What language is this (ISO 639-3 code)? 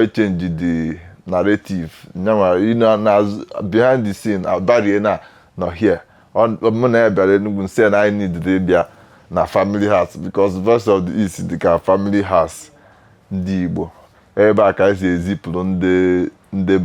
ibo